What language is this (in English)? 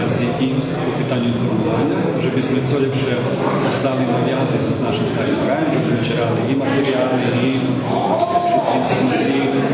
Rusyn